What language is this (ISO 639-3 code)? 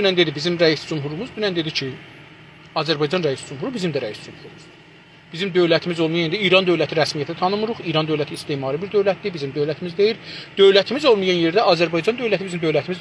azb